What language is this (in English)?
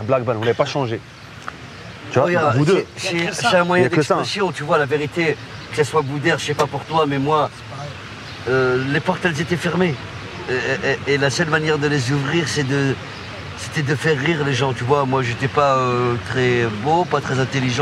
French